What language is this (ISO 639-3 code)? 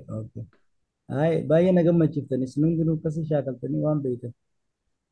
orm